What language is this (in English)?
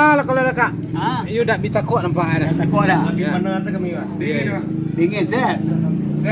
Minangkabau